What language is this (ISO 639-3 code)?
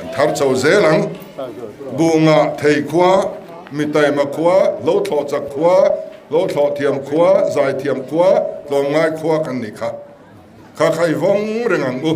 lus